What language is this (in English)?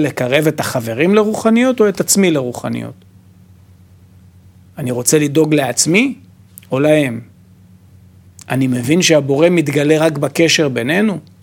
Hebrew